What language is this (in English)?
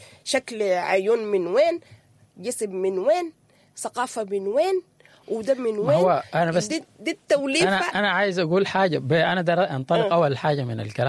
Sudanese Arabic